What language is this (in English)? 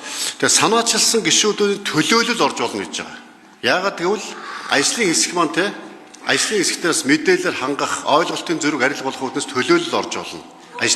Mongolian